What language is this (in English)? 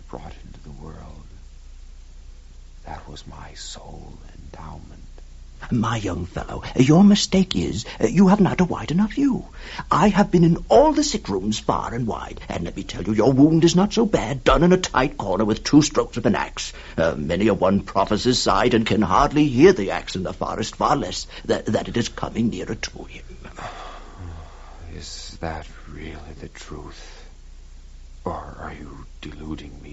English